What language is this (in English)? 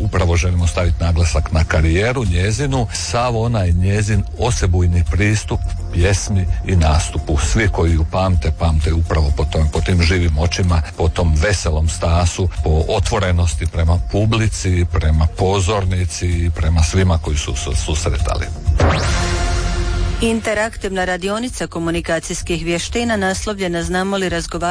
Croatian